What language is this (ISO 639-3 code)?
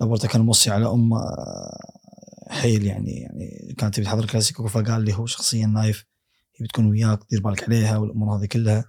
afb